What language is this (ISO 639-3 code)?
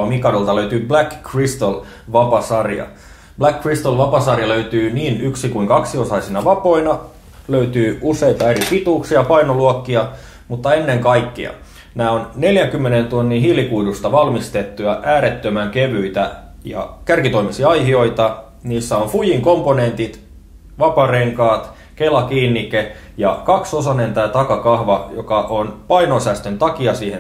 fin